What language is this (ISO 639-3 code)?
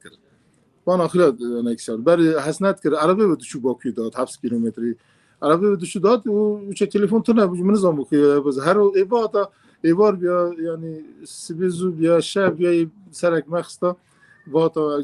kur